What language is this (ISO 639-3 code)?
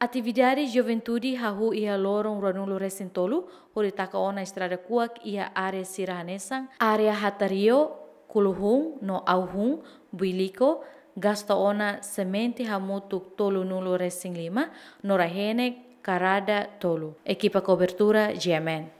tet